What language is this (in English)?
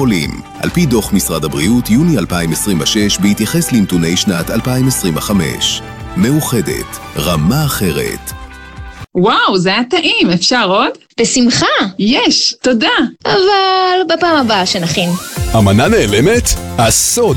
Hebrew